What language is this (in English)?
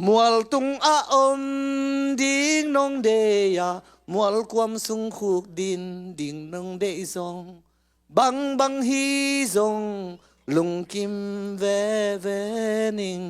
Tedim Chin